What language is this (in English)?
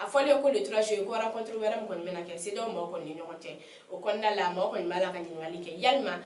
Bambara